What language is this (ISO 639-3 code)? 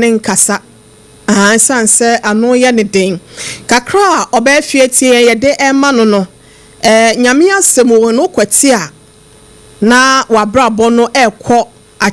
aka